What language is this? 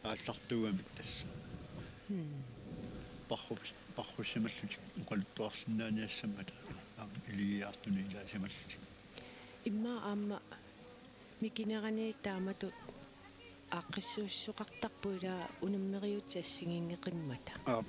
Kalaallisut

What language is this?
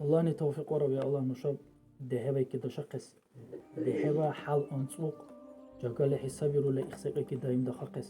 Dargwa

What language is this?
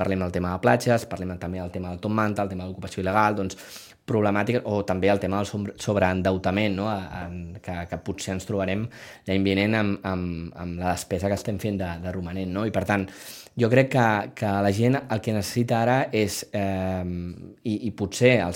Catalan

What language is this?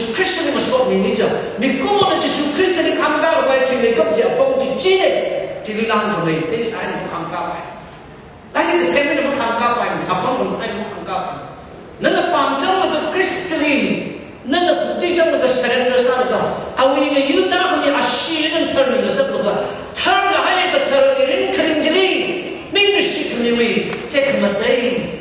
Tangkhul Naga (India)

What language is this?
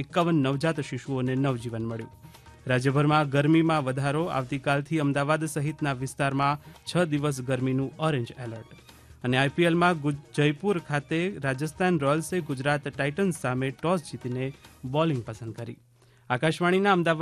Gujarati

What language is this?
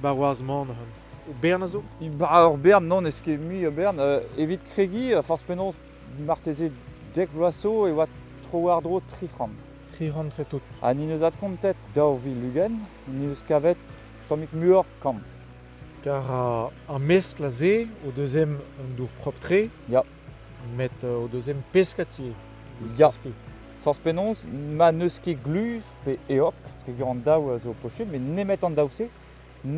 Breton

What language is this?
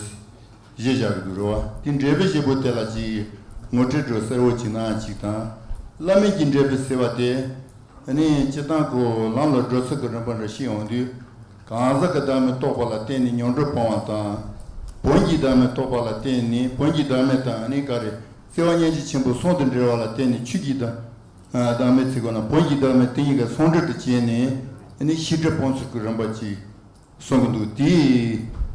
Tibetan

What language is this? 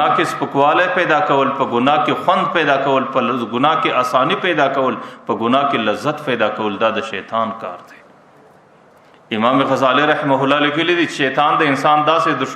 Pashto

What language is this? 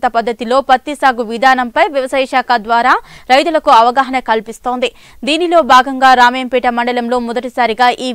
Telugu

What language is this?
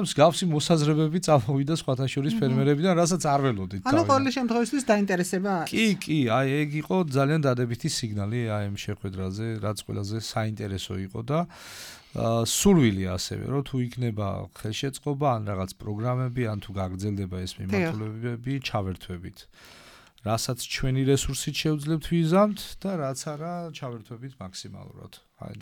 Georgian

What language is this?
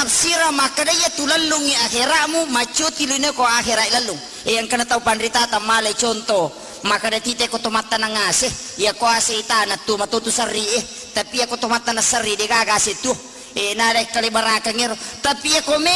Buginese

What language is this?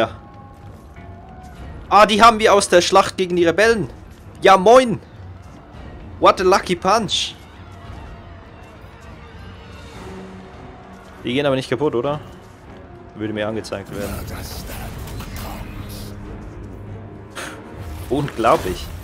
German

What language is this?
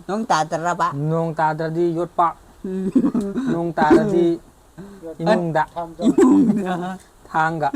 Manipuri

